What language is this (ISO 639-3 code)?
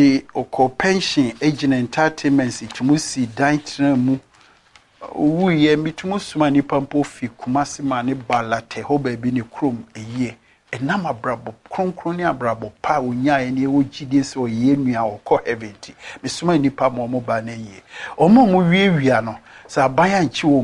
aka